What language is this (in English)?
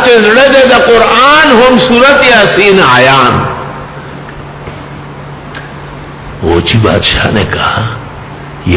Urdu